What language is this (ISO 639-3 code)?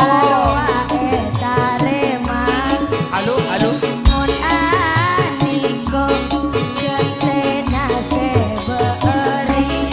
mad